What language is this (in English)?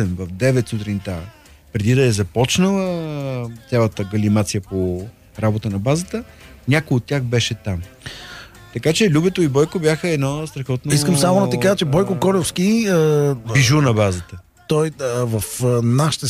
Bulgarian